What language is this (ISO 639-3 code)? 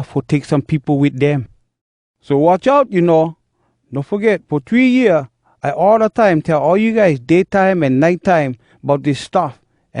hwc